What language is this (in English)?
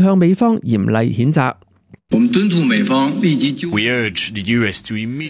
Cantonese